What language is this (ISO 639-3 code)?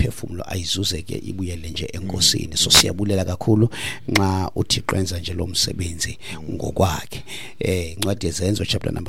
xho